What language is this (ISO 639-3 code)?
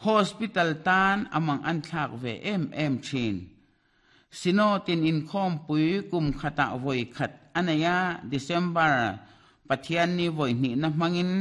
lus